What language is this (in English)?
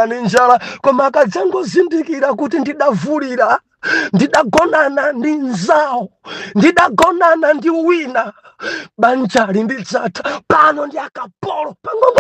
Nyanja